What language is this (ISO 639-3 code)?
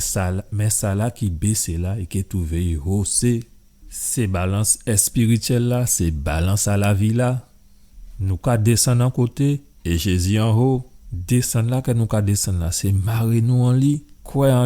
gcf